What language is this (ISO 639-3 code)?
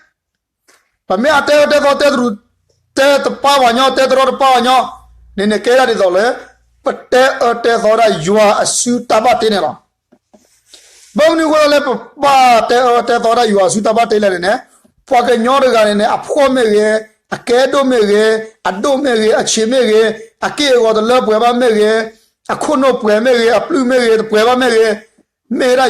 ksw